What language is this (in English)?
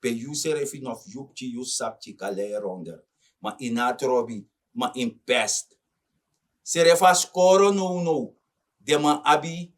Sranan Tongo